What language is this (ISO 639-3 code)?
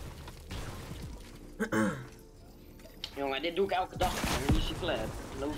nld